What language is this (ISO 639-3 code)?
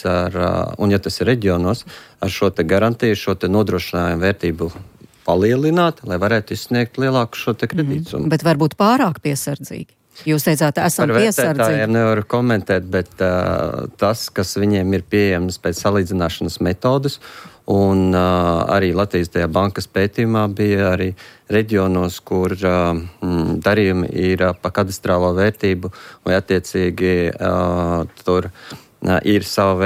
lav